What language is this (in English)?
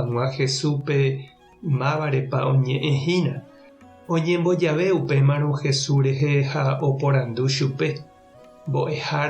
Guarani